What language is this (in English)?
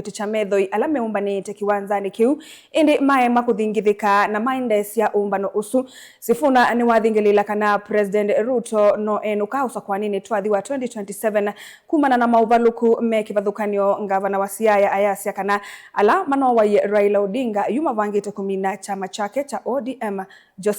Kamba